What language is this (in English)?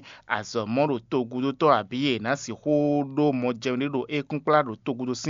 Fon